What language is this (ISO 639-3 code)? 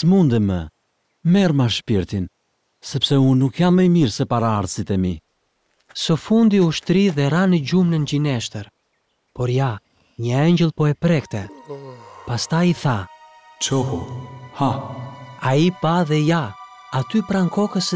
sqi